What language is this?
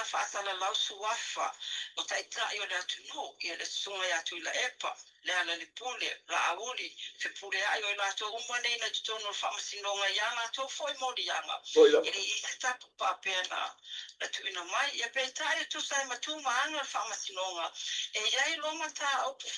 Samoan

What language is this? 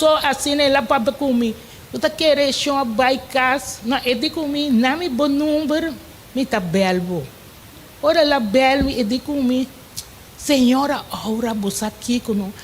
Papiamento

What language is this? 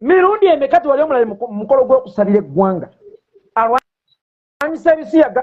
Ganda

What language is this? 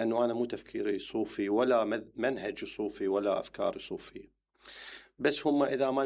Mesopotamian Arabic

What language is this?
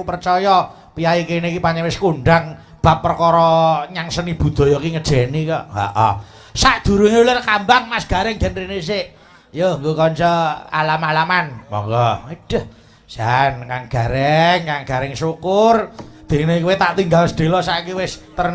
Javanese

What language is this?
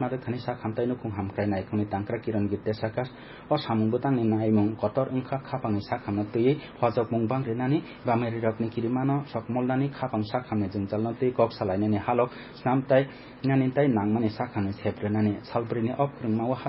Kok Borok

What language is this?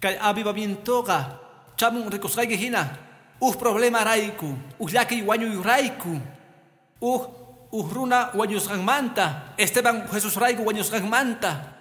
Quechua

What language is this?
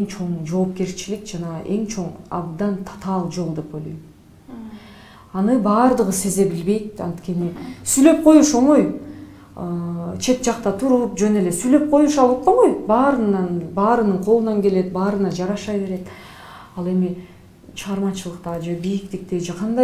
Kyrgyz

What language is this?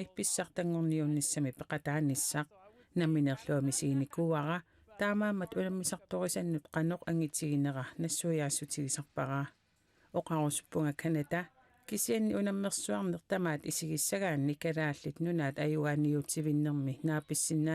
Kalaallisut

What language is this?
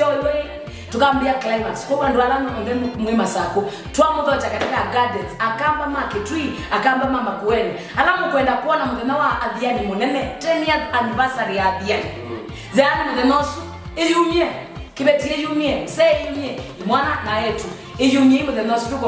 Kamba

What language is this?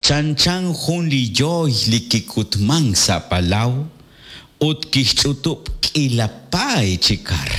Kekchí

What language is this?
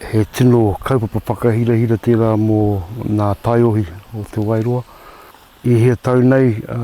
Māori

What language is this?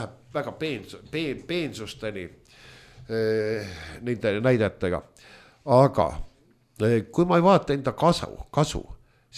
Estonian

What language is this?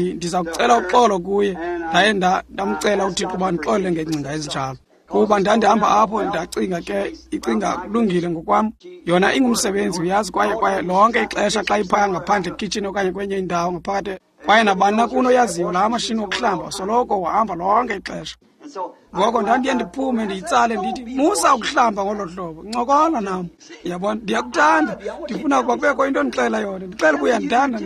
Xhosa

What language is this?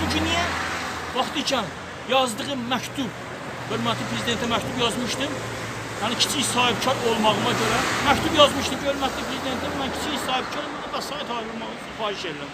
Azerbaijani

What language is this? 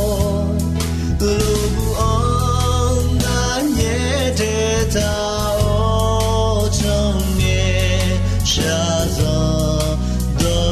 Akha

